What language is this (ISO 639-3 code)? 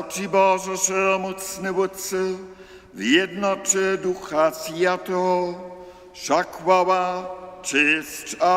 hsb